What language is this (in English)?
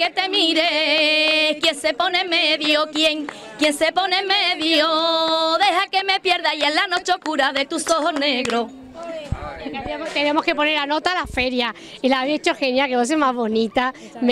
Spanish